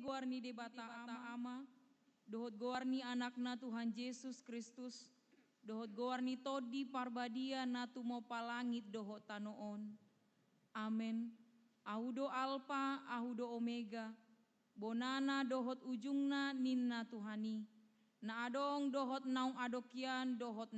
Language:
Batak Toba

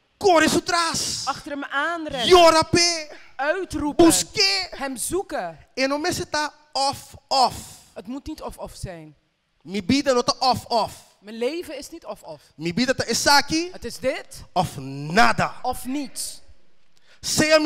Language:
Papiamento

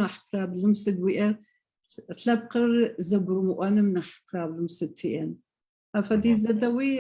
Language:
Adyghe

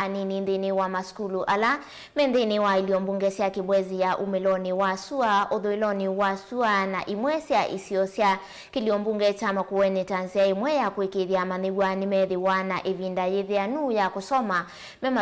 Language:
Kamba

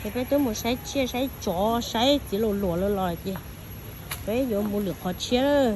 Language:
Hmong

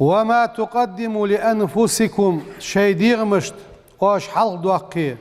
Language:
Ingush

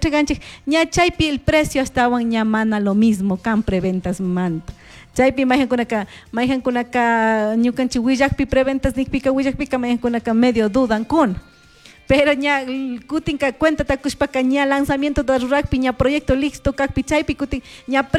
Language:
Chimborazo Highland Quichua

